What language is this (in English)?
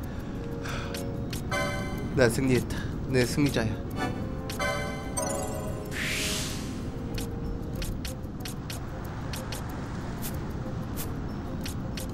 Korean